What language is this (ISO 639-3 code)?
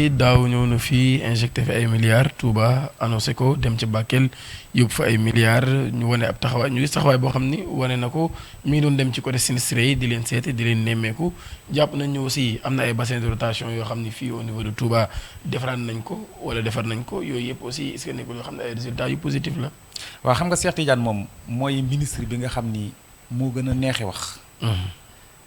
wol